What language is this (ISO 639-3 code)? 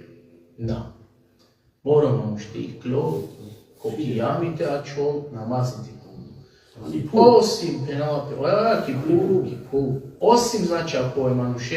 rmn